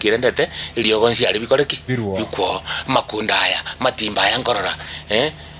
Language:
Gusii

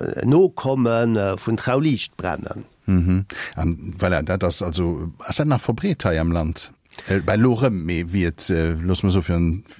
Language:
Luxembourgish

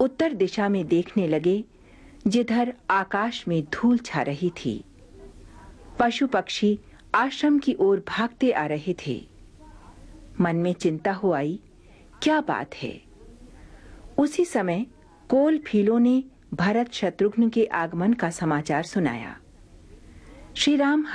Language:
Hindi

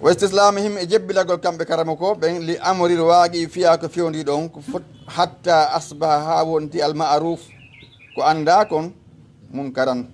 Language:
Fula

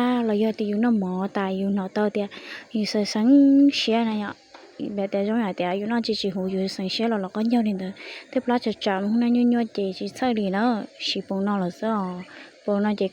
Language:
Hmong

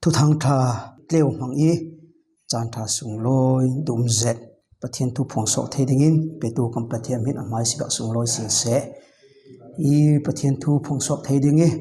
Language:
Falam Chin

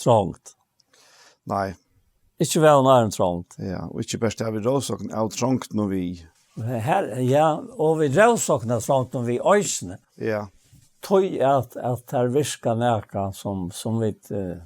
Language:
Faroese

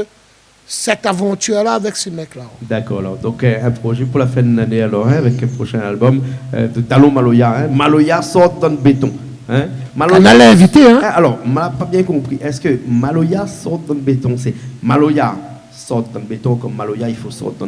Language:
Réunion Creole French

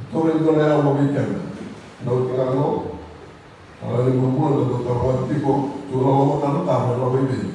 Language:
Fijian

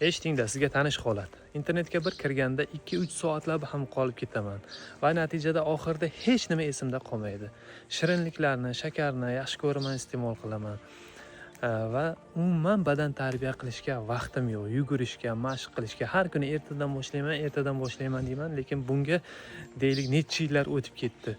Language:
Uzbek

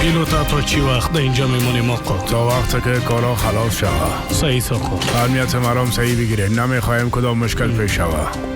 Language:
Persian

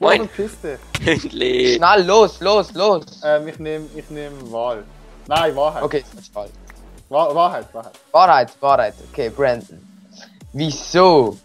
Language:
Swiss German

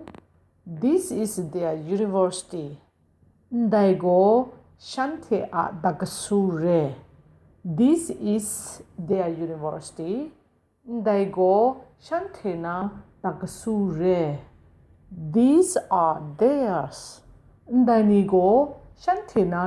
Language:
Kachin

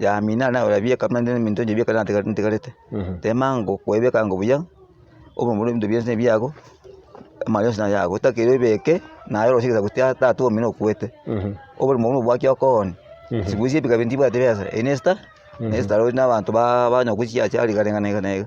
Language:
Gusii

